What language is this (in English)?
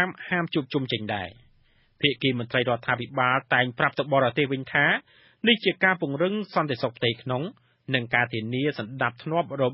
Khmer